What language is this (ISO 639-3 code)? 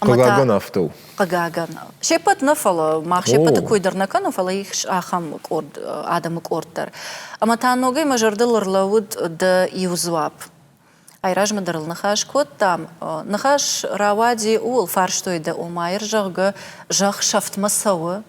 oss